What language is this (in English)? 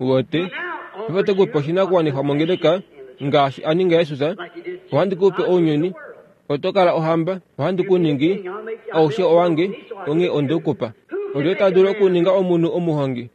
Kuanyama